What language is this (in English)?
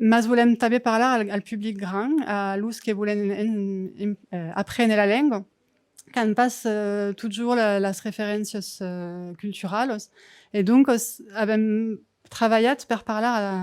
Occitan